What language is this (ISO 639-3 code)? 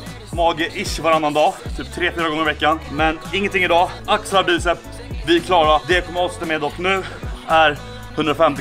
swe